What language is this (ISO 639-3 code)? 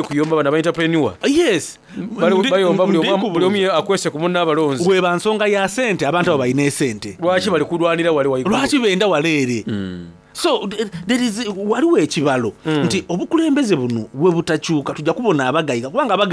xog